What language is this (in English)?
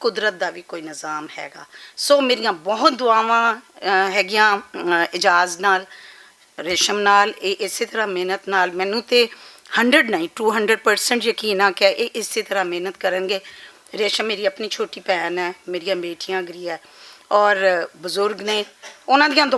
Western Panjabi